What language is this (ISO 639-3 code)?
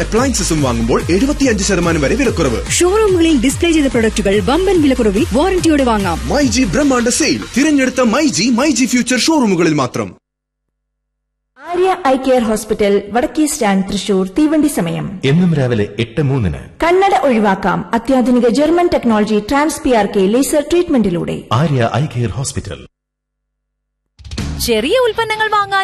mal